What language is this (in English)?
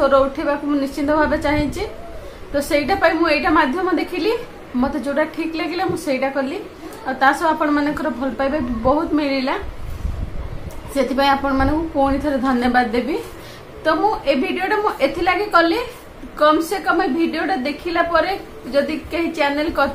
Odia